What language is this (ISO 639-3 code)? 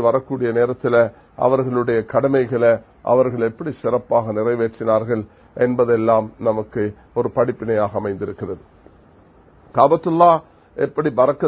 tam